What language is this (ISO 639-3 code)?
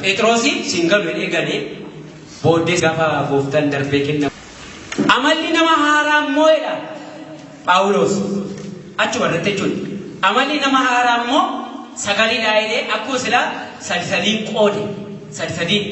orm